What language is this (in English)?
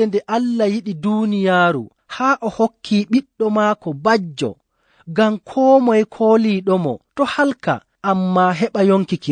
Fula